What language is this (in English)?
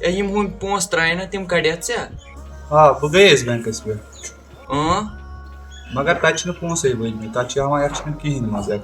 Kashmiri